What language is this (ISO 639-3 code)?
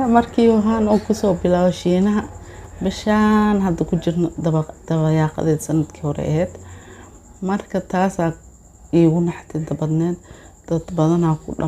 som